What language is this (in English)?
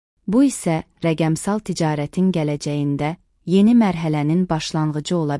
Azerbaijani